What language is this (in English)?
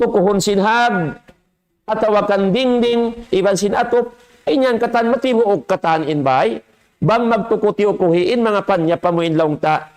Tausug